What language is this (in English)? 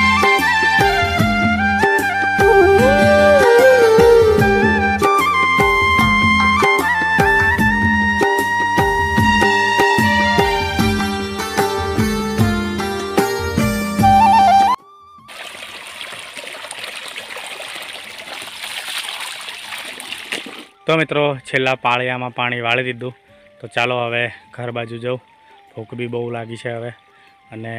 Gujarati